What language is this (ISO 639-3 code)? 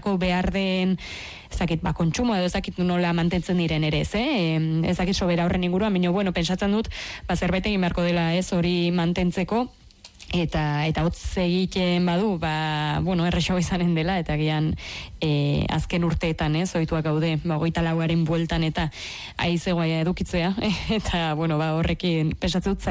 eus